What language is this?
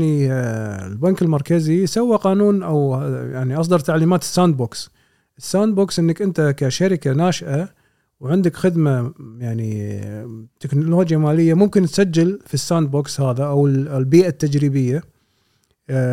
Gulf Arabic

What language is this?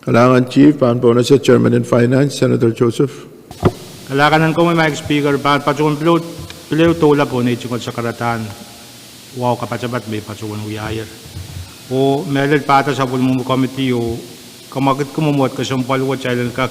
Pohnpeian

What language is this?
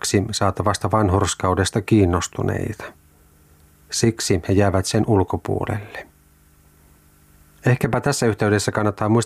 Finnish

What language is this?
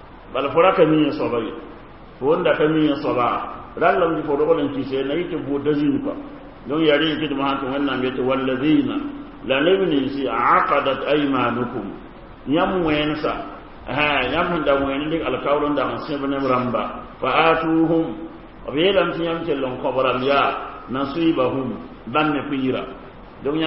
Mossi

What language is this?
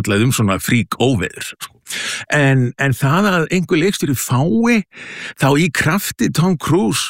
Icelandic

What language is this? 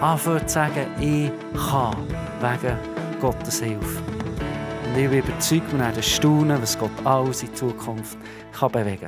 Swiss German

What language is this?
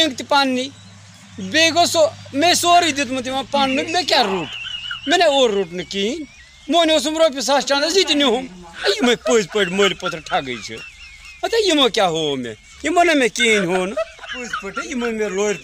Kashmiri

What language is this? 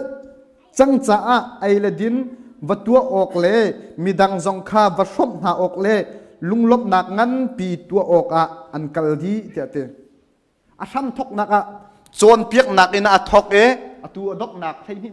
Hakha Chin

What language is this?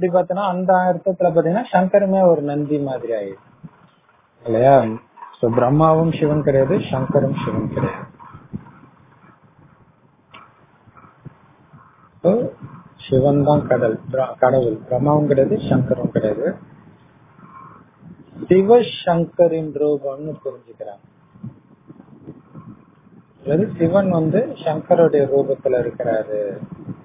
Tamil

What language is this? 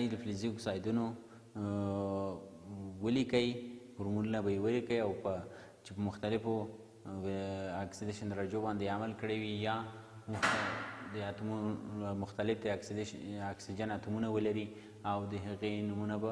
Pashto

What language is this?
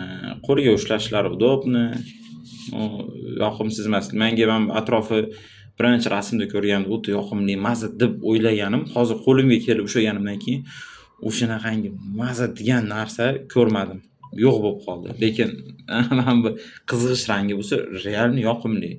Uzbek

